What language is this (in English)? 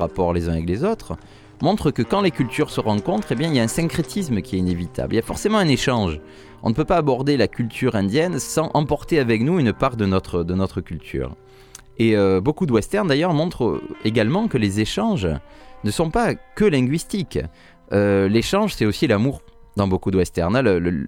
French